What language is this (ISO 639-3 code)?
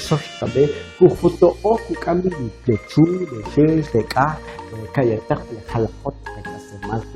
quc